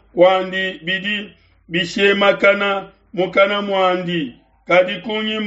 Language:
Luba-Lulua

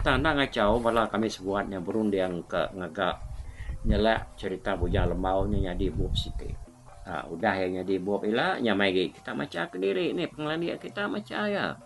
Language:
Iban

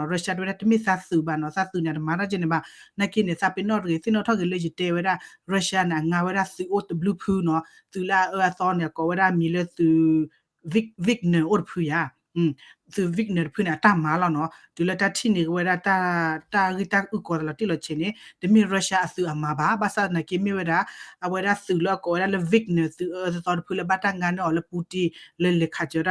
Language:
S'gaw Karen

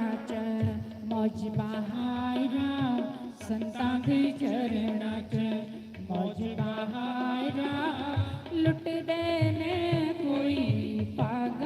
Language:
Dogri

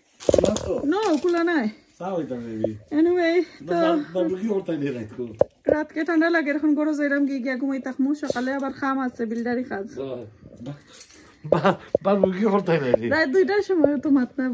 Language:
Sylheti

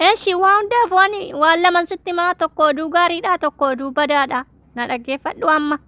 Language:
Oromo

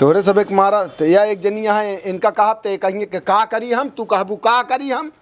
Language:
Awadhi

